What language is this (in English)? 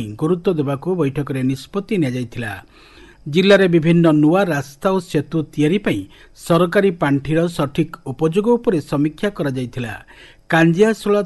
Odia